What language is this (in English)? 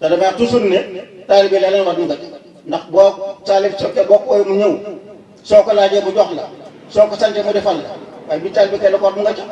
Wolof